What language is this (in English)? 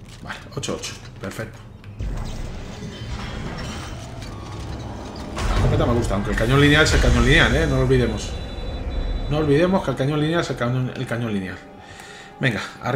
Spanish